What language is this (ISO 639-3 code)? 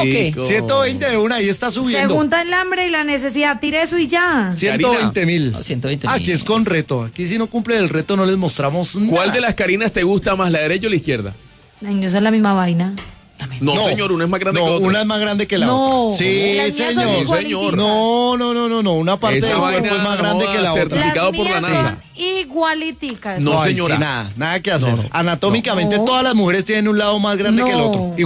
spa